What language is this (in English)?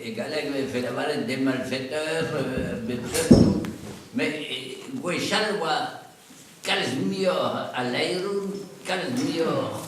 Breton